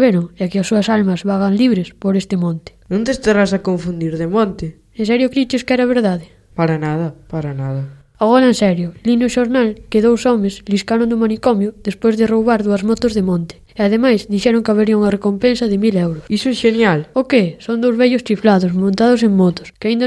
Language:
Galician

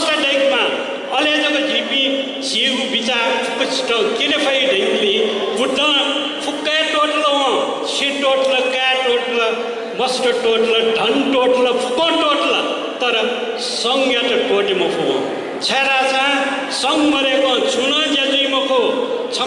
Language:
Newari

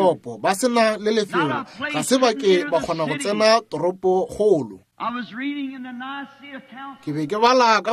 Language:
Northern Sotho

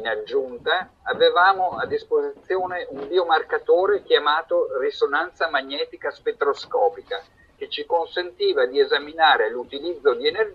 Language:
Italian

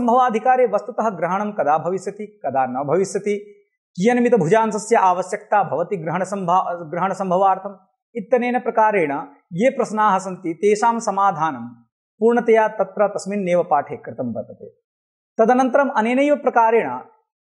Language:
Sanskrit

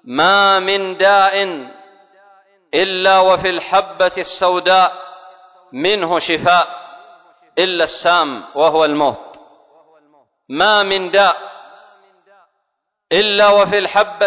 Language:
Arabic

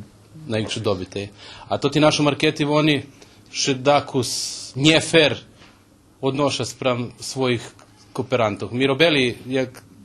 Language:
Rusyn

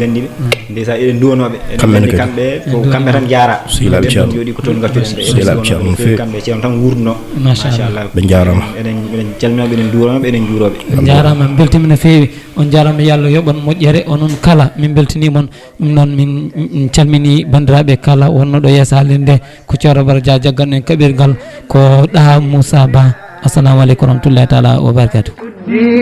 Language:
Fula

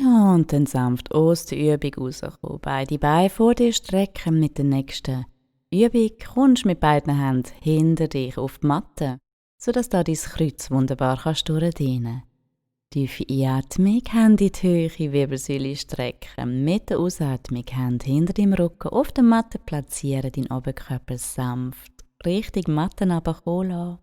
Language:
Swiss German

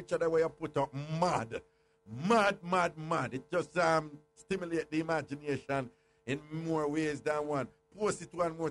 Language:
Jamaican Creole English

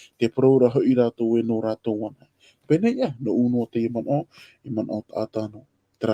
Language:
Tahitian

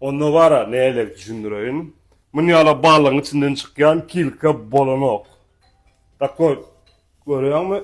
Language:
Turkmen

